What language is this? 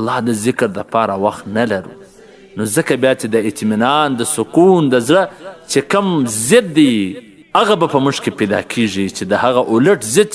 Pashto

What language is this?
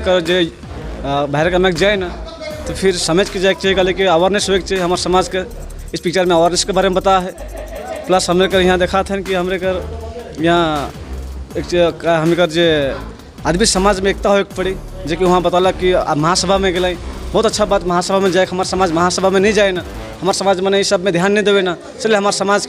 Sadri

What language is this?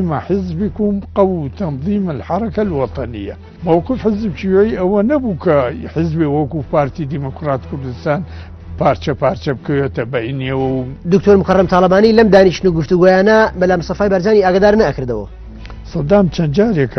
Central Kurdish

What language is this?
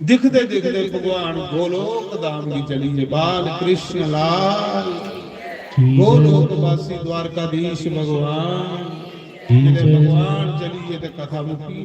Dogri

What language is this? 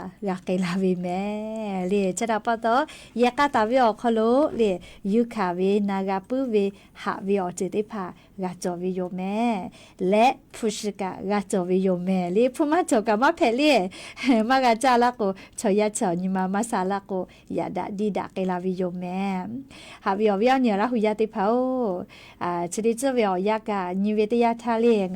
Lahu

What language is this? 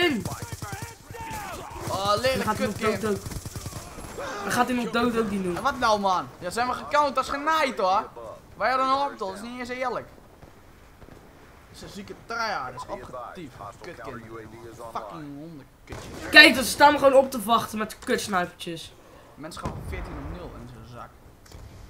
Dutch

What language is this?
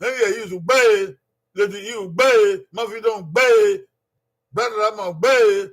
Bini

